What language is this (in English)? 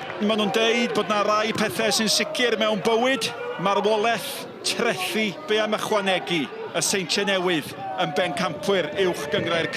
Welsh